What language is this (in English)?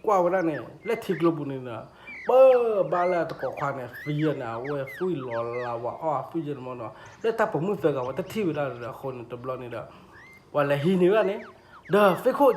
S'gaw Karen